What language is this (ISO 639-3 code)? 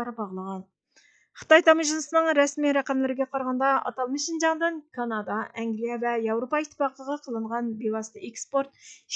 uig